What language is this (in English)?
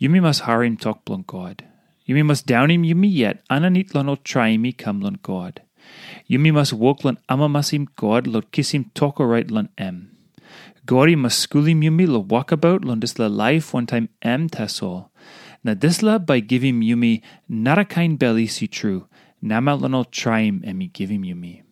Tok Pisin